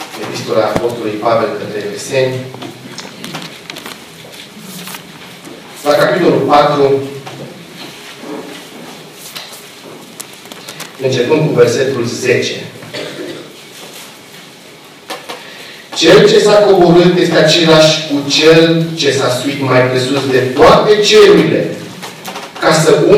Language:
Romanian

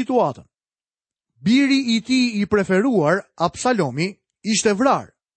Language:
Albanian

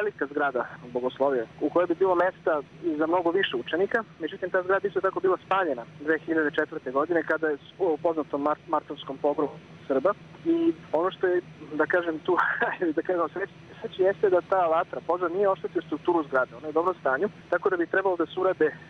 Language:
Serbian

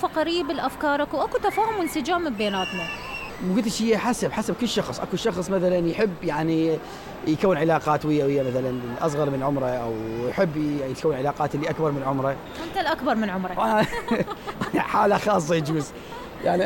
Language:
Mesopotamian Arabic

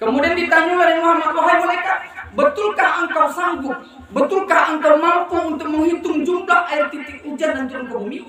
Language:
Minangkabau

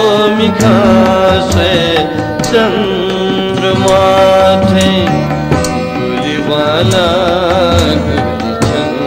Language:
Newari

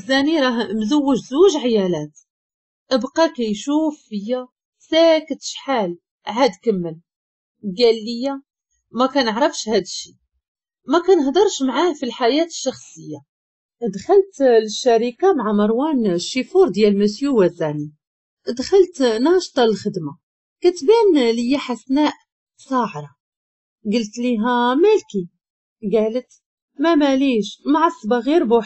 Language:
Moroccan Arabic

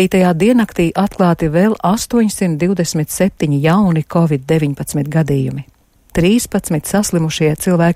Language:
Latvian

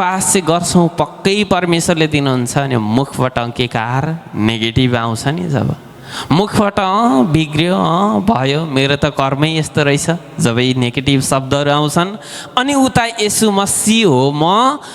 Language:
Nepali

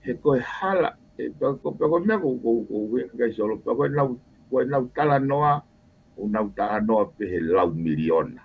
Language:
Tongan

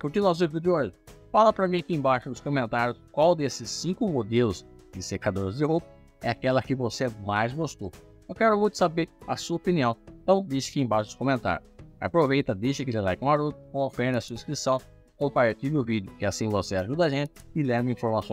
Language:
Portuguese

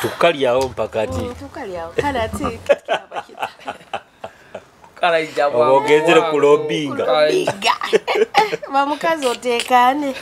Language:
Nyoro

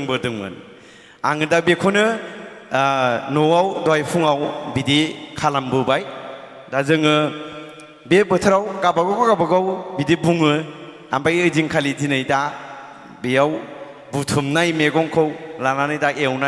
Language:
Bodo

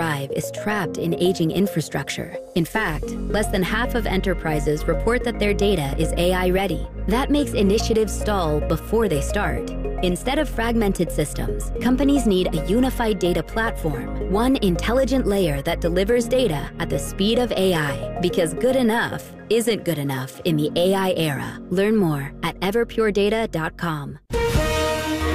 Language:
English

